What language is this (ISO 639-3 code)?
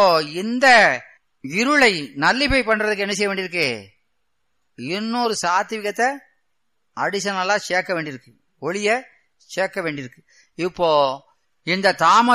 tam